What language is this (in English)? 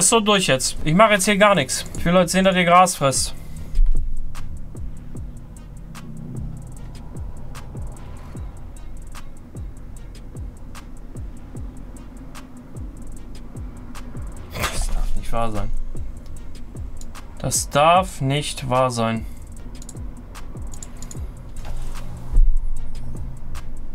German